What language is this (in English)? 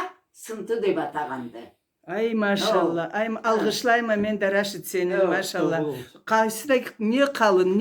Karachay-Balkar